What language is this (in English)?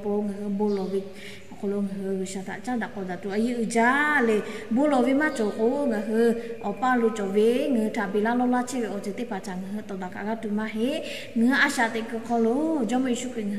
Lahu